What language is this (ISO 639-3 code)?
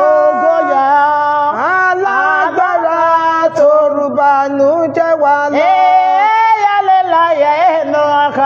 yor